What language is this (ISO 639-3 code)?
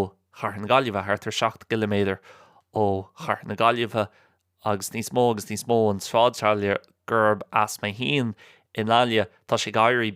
gle